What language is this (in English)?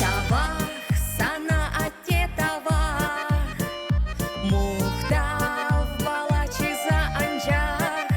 Chuvash